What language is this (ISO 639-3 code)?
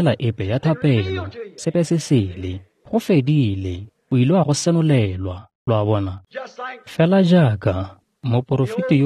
tsn